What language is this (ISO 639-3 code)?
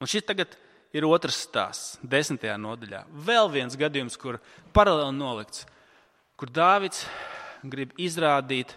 lav